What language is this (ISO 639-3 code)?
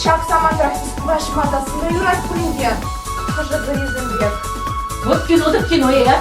chv